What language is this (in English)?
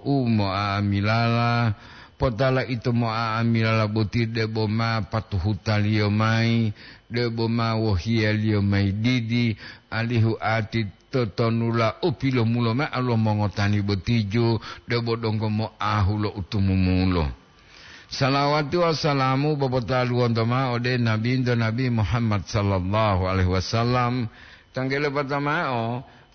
Gorontalo